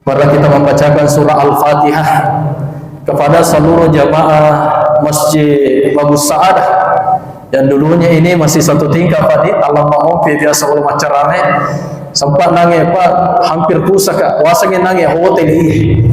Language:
Buginese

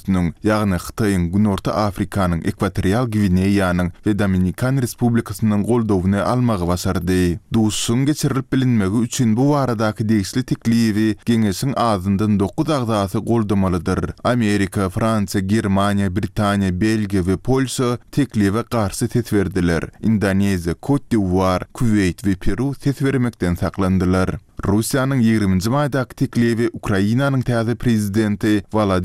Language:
Turkmen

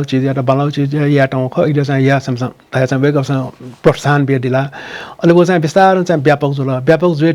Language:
Newari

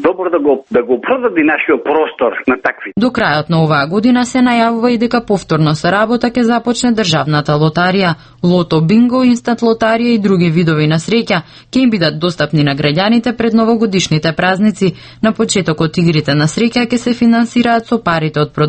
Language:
Macedonian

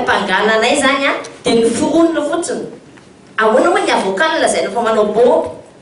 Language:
Malagasy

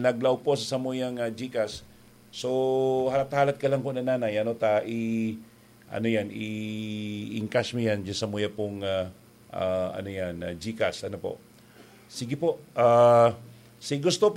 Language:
Bikol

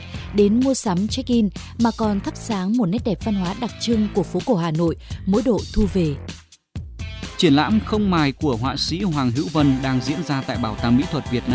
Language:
Vietnamese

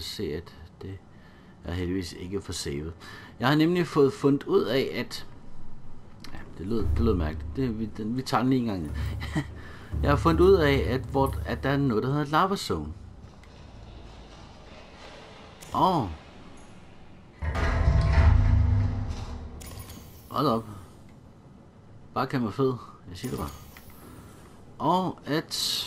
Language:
Danish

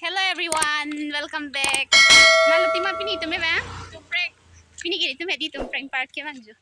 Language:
Karbi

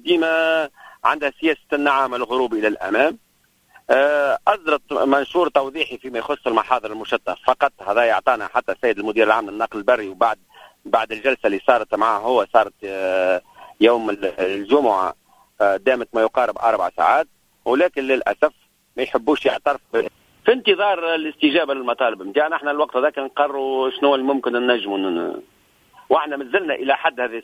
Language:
Tunisian Arabic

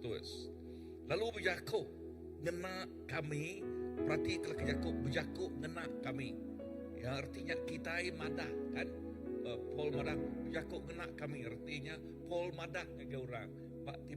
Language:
Iban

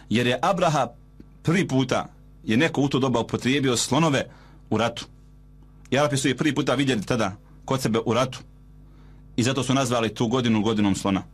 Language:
Bosnian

